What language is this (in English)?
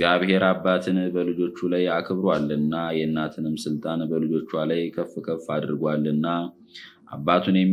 Amharic